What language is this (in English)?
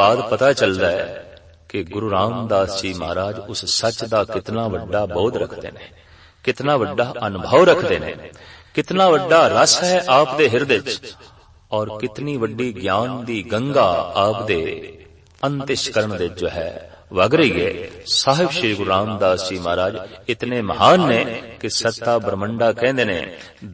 Punjabi